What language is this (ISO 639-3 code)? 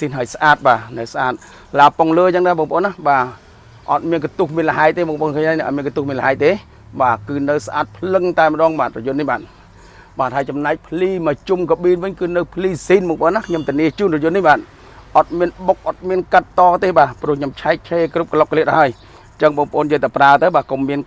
khm